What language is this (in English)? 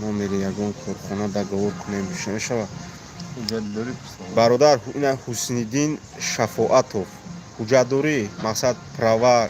Tajik